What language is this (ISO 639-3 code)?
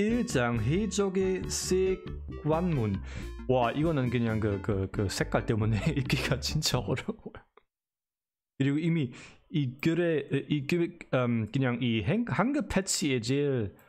kor